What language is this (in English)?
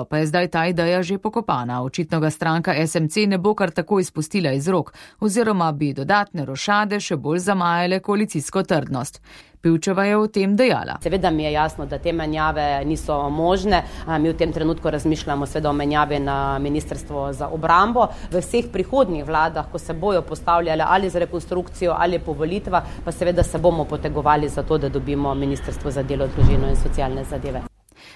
Slovenian